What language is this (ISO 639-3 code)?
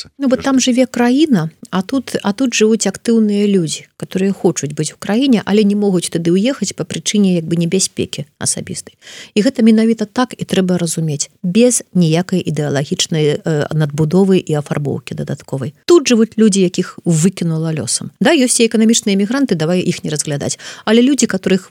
bel